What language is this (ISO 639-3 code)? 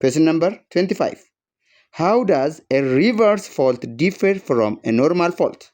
eng